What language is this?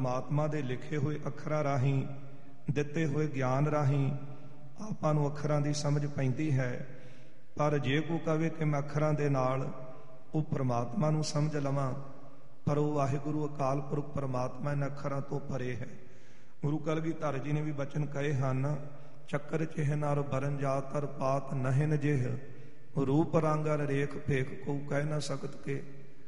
Punjabi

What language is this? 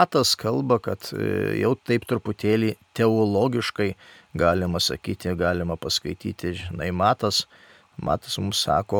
Lithuanian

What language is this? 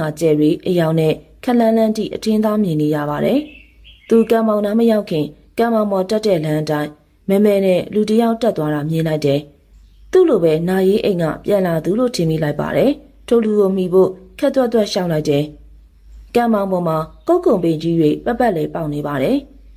Burmese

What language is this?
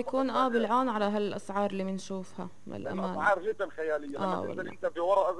North Levantine Arabic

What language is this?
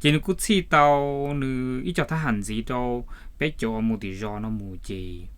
Hmong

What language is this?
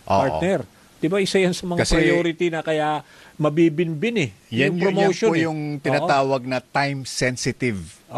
Filipino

